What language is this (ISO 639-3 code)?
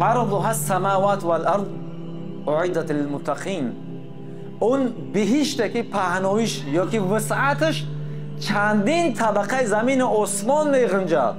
tgk